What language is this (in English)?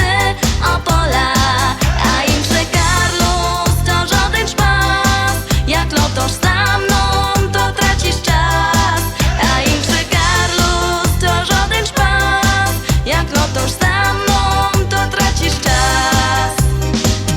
Silesian